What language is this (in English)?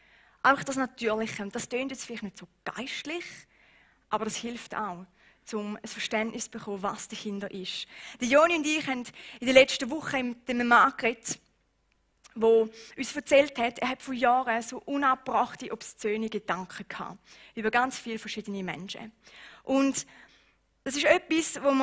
Swiss German